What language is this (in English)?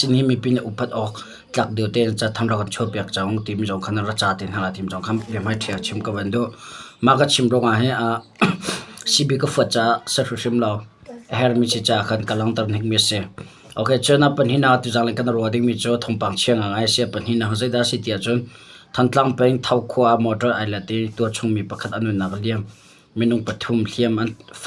Hakha Chin